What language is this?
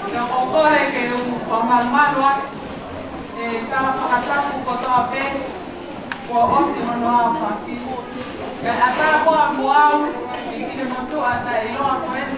Tongan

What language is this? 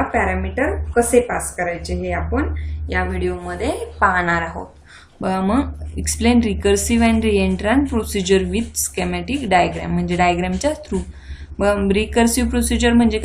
Marathi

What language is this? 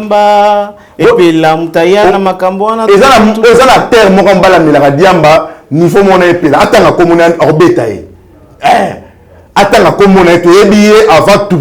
Lingala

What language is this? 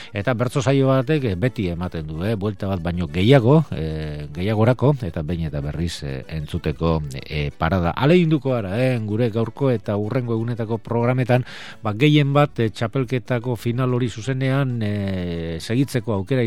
Basque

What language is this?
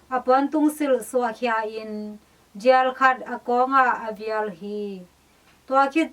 Tedim Chin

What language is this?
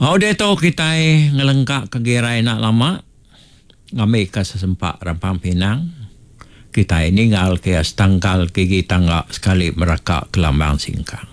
Iban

